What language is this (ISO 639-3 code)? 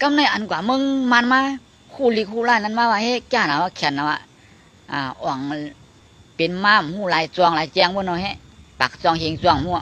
shn